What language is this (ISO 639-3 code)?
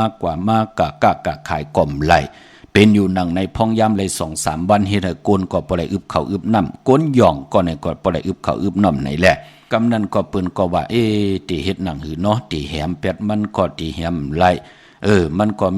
shn